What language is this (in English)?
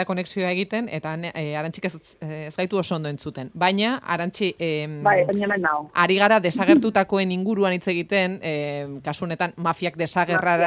Basque